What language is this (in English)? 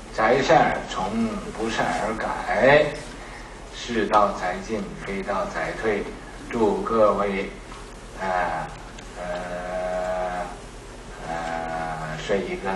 Chinese